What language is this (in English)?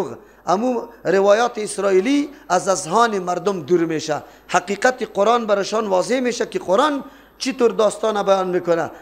Persian